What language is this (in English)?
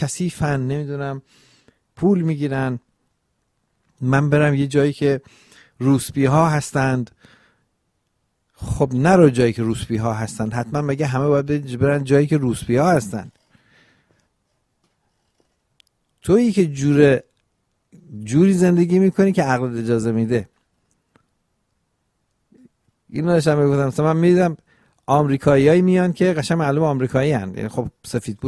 Persian